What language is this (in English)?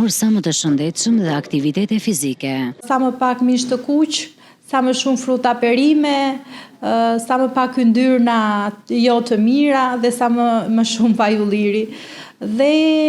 Albanian